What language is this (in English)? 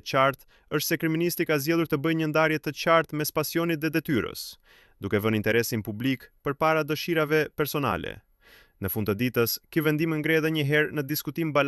Albanian